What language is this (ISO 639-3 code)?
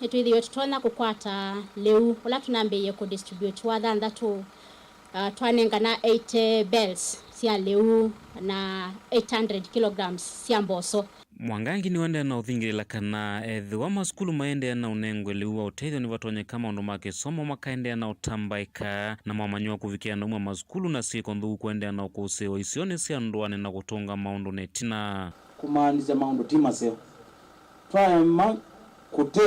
kam